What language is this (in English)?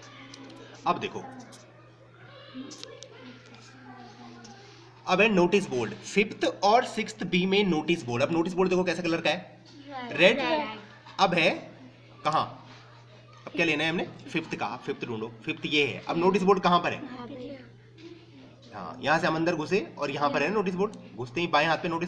Hindi